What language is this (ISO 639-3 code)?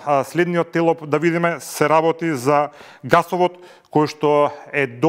mkd